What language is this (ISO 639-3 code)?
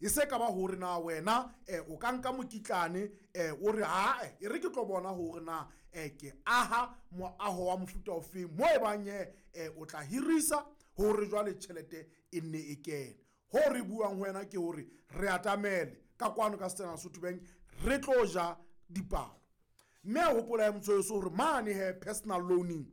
sot